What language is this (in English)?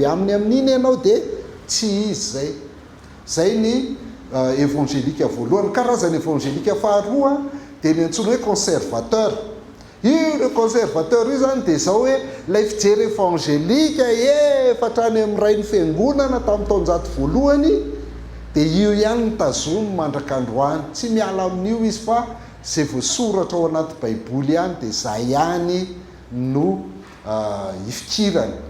Malagasy